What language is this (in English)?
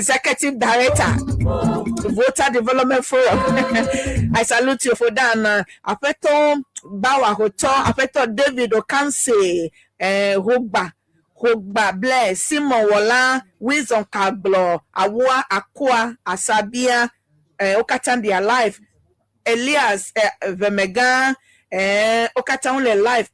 Ewe